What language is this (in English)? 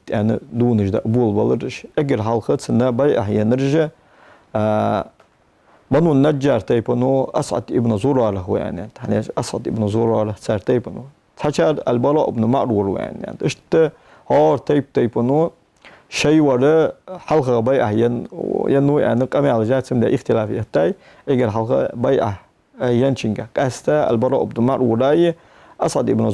Ingush